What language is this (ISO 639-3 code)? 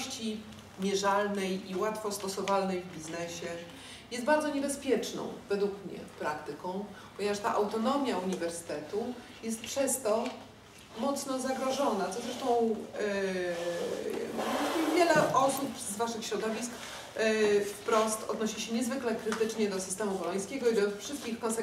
pol